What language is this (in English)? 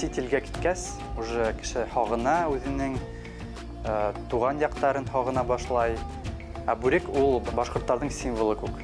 Bashkir